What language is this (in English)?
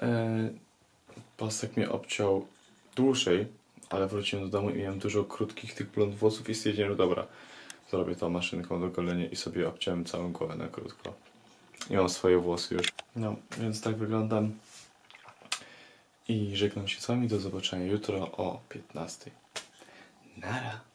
Polish